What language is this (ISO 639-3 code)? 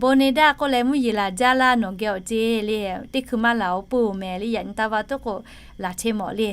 lhu